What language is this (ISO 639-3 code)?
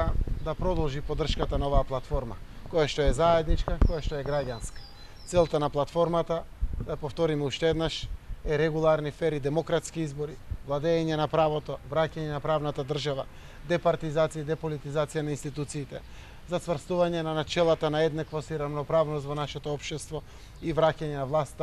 mkd